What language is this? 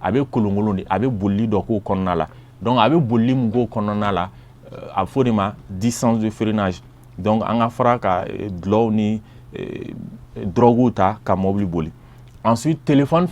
Bambara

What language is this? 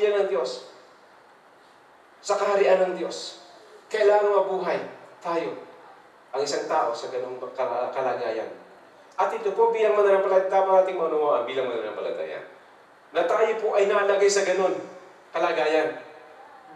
Filipino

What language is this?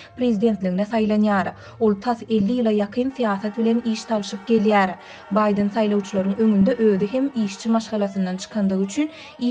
Turkmen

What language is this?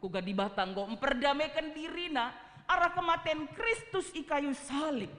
Batak Karo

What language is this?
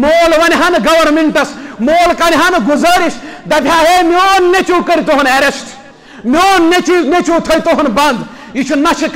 Kashmiri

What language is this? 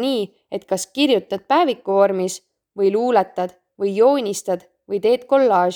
Estonian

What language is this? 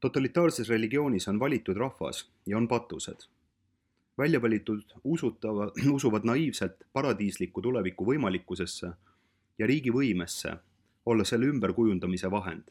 Estonian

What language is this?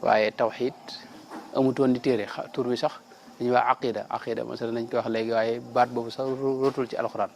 Wolof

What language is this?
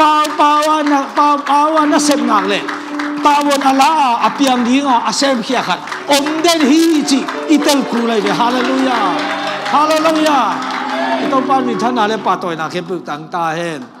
Tedim Chin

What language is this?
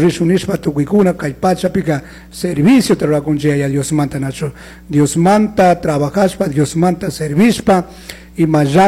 Chimborazo Highland Quichua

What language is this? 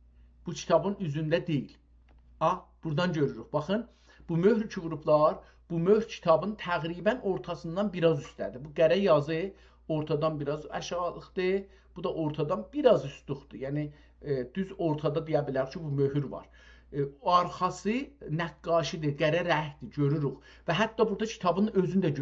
South Azerbaijani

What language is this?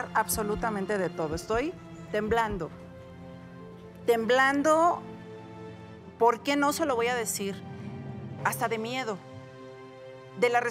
Spanish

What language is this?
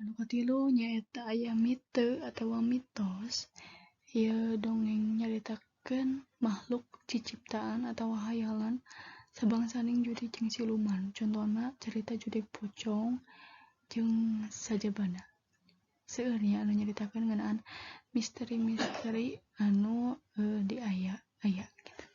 Sundanese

